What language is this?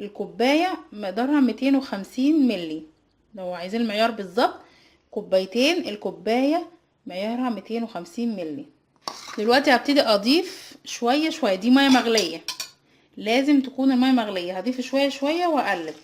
Egyptian Arabic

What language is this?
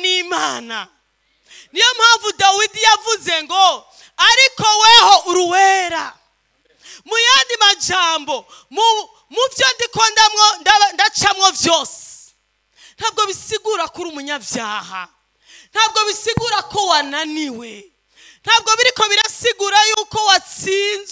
Rundi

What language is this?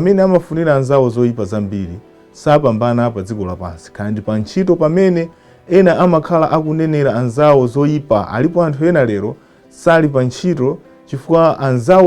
Nyanja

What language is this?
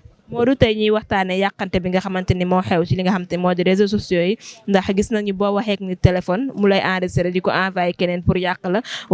Wolof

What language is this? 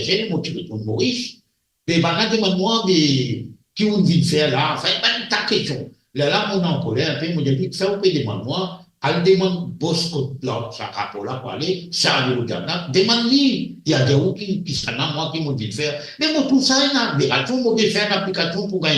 Morisyen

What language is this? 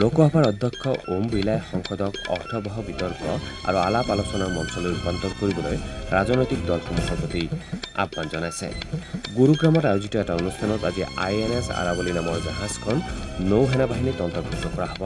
Assamese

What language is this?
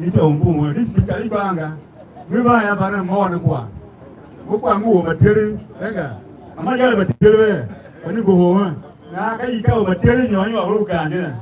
Tiv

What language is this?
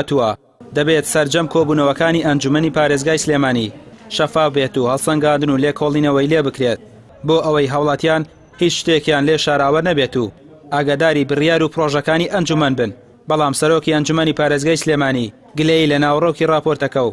Central Kurdish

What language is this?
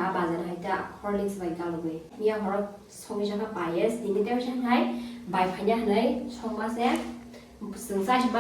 Kok Borok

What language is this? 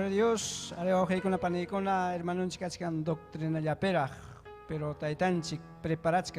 Ayacucho Quechua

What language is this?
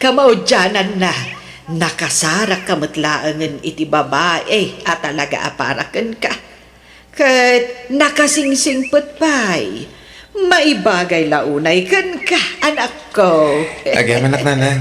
Iloko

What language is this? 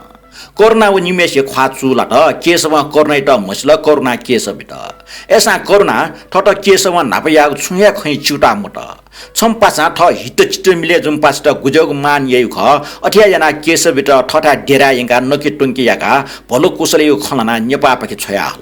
Newari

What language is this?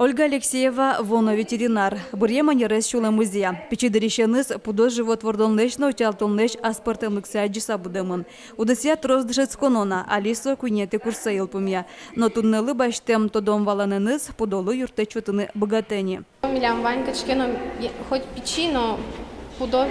Udmurt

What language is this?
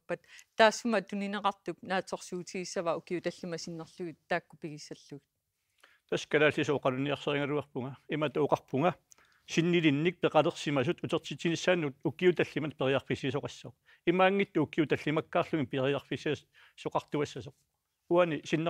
Kalaallisut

